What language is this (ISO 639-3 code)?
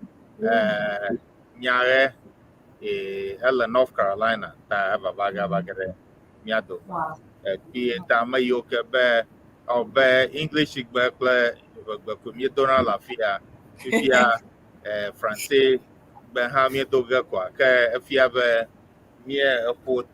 ewe